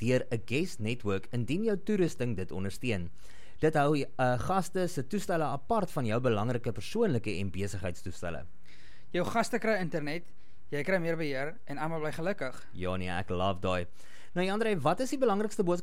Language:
Afrikaans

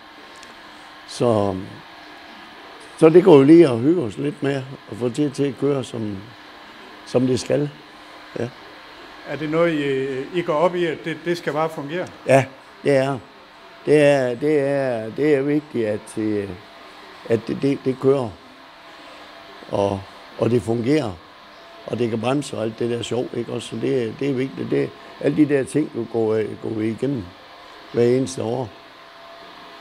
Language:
Danish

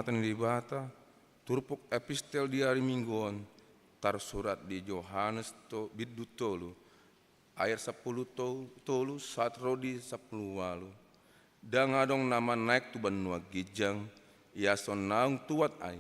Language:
Batak Toba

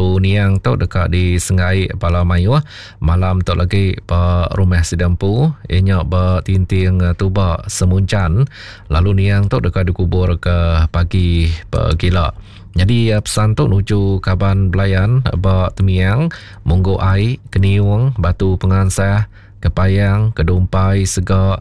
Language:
Iban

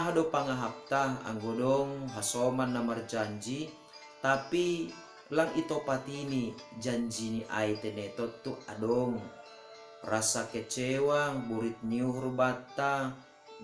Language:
Batak Simalungun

